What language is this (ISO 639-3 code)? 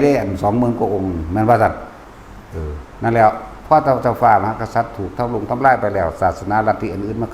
tts